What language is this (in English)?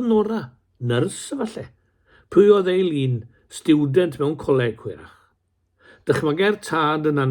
Welsh